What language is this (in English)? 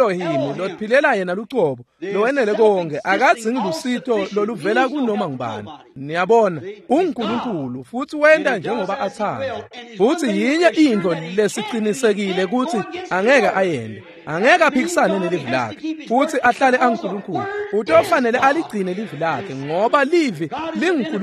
Swati